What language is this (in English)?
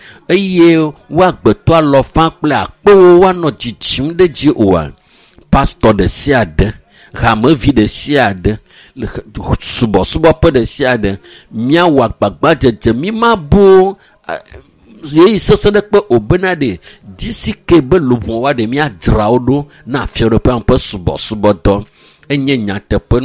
Ewe